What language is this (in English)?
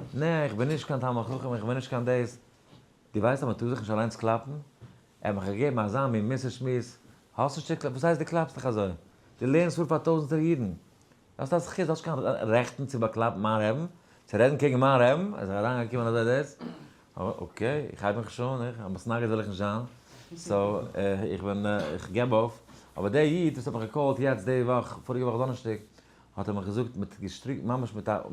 Yiddish